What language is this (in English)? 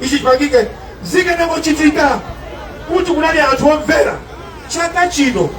Nyanja